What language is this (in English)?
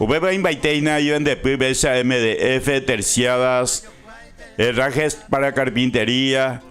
Guarani